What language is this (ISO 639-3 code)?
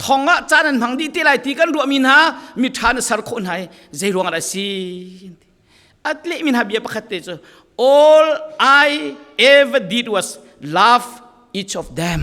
cfm